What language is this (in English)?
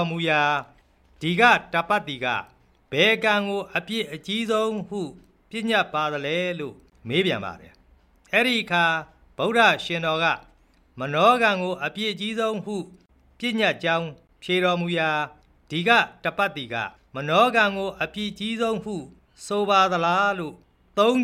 Burmese